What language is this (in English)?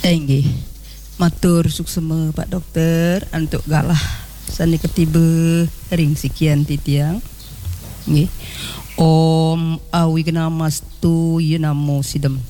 Balinese